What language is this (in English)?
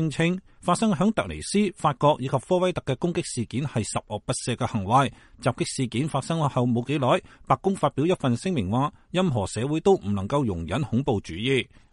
Cantonese